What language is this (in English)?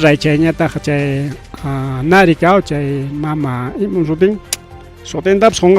Ayacucho Quechua